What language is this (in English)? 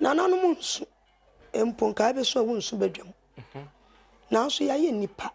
Akan